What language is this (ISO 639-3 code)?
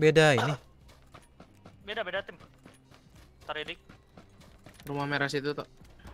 ind